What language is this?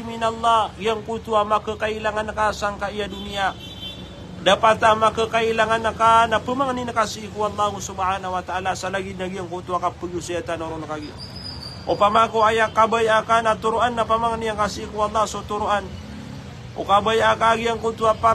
Maranao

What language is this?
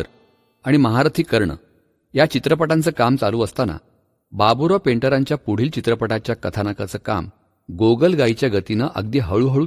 Marathi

